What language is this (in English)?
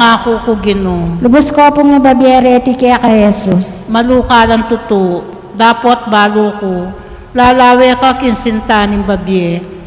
Pampanga